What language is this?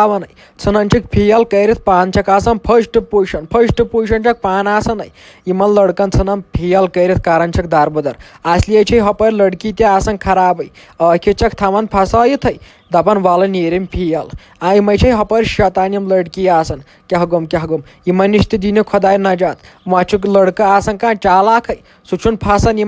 Kashmiri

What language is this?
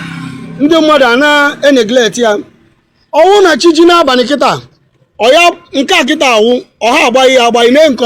Igbo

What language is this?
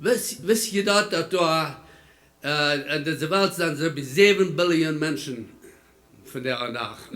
Plautdietsch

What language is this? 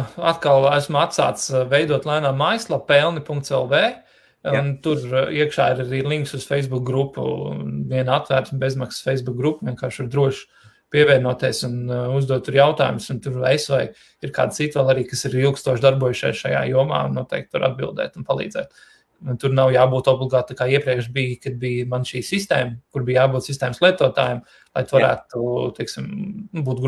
Latvian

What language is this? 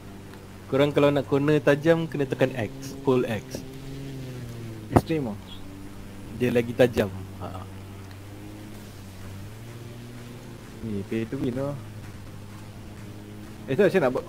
Malay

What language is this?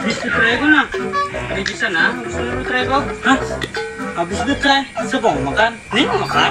Banjar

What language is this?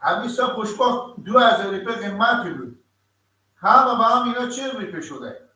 Persian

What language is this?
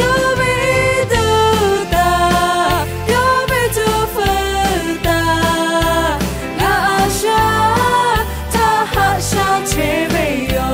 Lahu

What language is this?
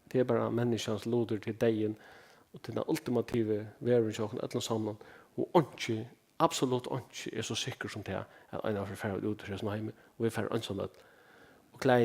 Faroese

